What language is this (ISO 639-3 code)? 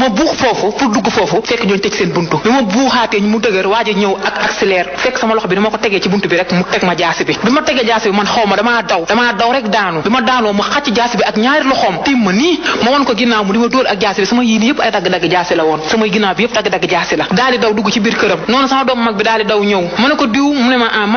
wol